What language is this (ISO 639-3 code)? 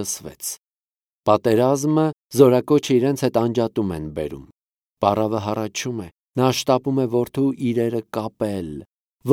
hye